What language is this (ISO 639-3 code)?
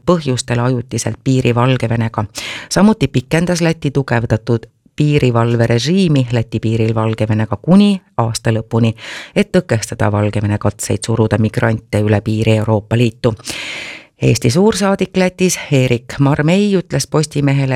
est